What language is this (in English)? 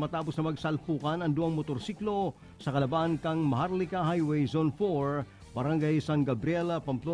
Bikol